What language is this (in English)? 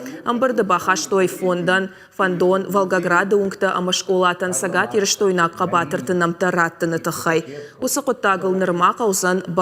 Ossetic